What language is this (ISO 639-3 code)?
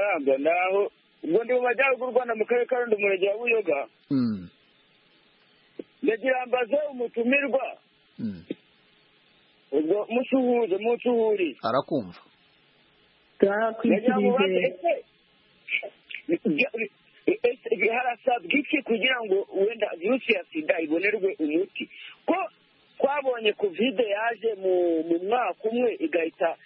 kin